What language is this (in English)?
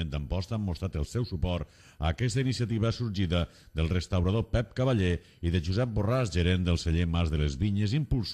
Catalan